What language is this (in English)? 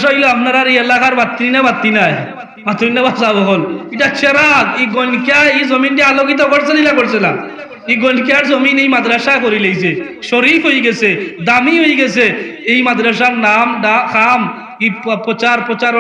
Sylheti